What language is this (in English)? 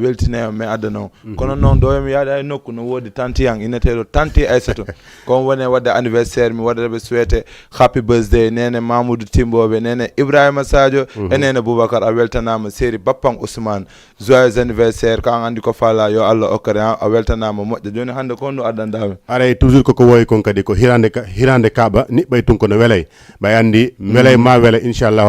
Fula